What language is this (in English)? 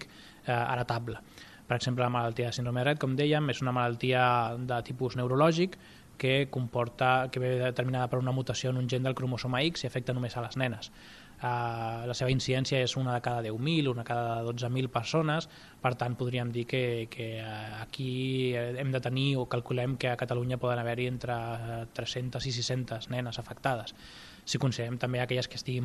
Catalan